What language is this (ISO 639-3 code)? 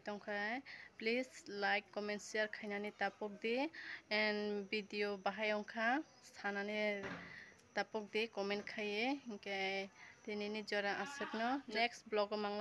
trp